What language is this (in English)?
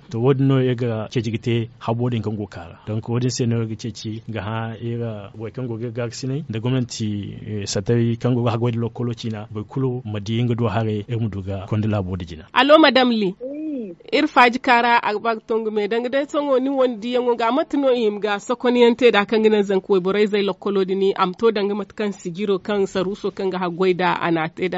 Zarma